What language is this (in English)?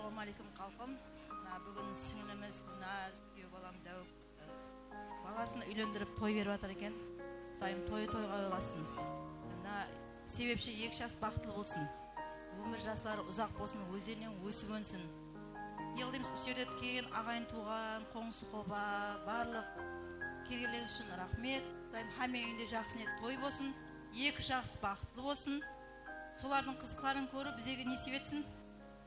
Kara-Kalpak